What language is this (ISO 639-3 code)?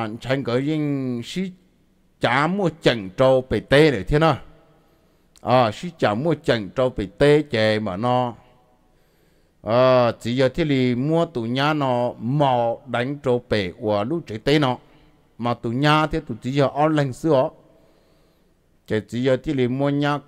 vie